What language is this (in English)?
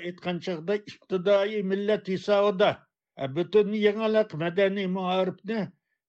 Uyghur